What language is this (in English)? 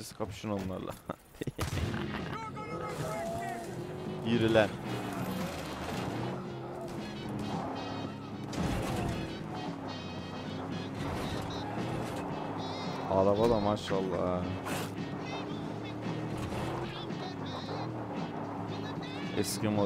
Turkish